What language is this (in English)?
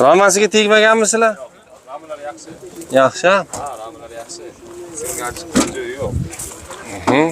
Uzbek